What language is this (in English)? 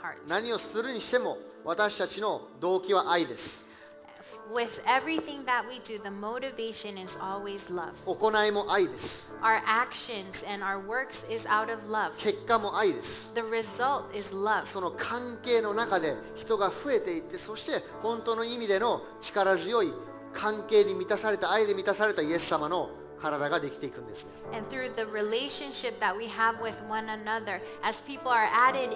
Japanese